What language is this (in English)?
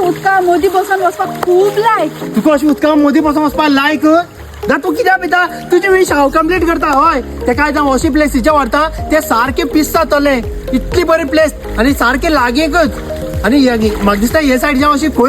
Konkani